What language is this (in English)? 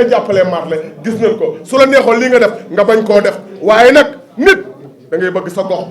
Wolof